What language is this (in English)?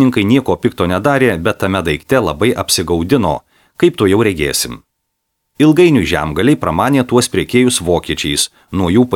Lithuanian